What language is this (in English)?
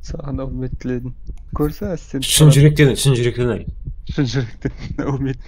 Kara-Kalpak